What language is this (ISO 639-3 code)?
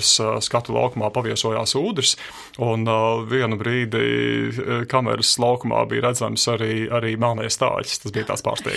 lav